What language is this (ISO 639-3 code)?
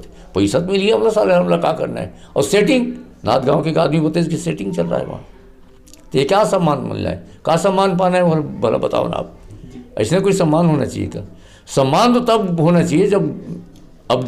hne